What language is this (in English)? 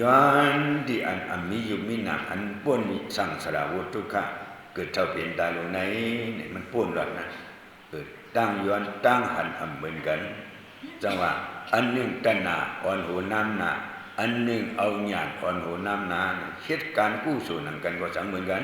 Shan